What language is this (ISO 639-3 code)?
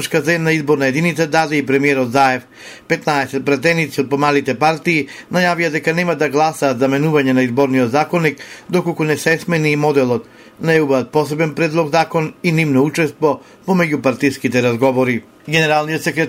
mkd